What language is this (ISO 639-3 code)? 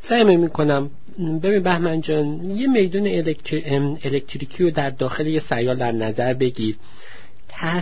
fas